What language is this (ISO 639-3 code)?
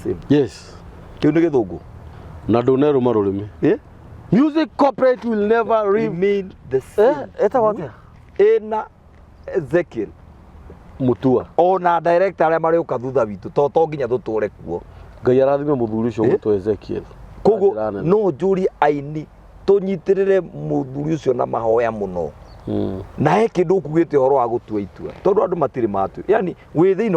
kik